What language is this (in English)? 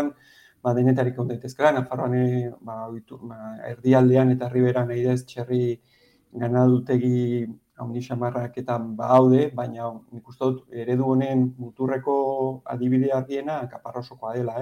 Basque